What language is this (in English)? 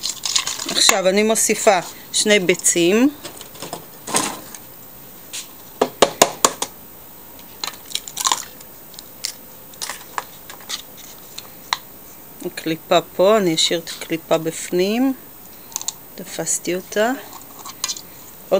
Hebrew